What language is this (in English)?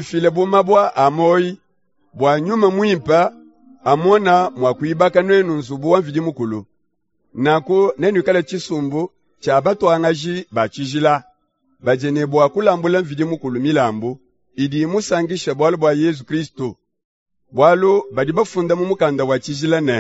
Luba-Lulua